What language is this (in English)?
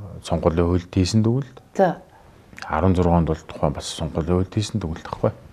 Mongolian